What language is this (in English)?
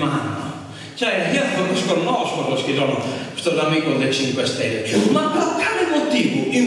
Sardinian